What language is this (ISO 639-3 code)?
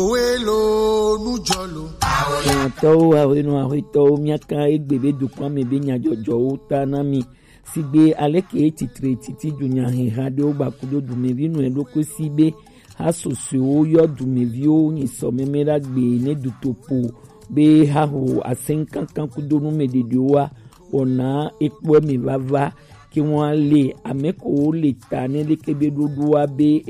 gej